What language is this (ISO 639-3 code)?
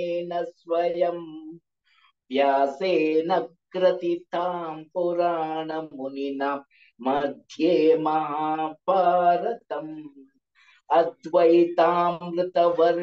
san